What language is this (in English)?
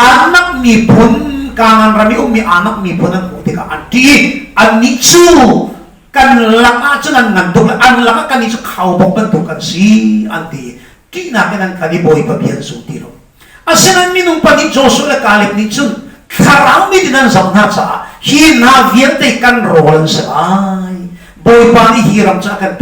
Hakha Chin